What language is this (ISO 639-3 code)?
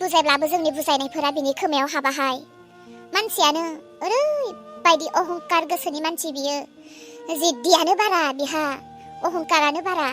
brx